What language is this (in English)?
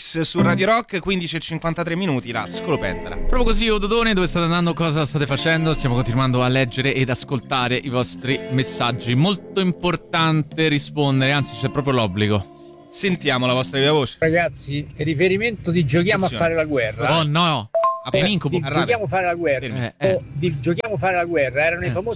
Italian